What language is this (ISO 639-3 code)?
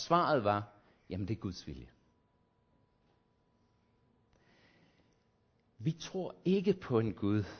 dan